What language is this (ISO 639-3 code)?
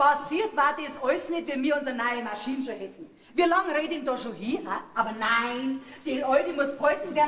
bar